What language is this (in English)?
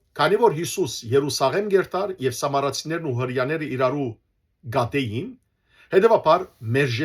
Western Armenian